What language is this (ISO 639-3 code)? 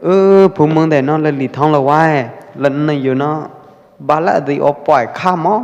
kjp